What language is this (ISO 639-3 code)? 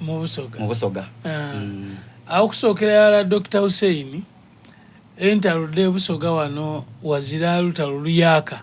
xog